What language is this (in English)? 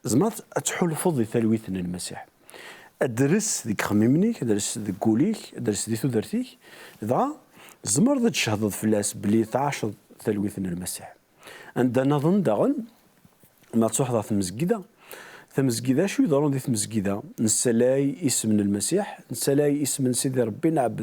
Kabyle